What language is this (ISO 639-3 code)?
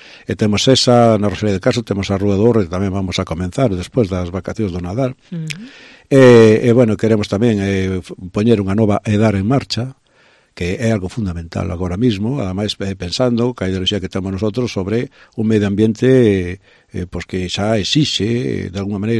glg